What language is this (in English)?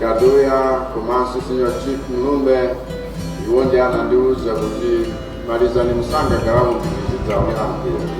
Nyanja